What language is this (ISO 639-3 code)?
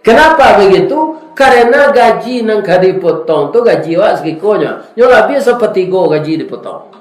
min